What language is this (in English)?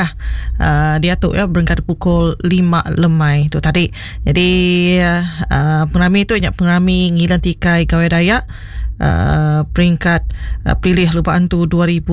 Iban